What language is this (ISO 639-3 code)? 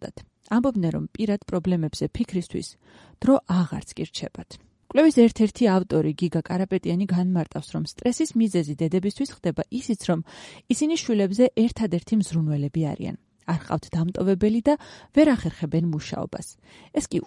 kat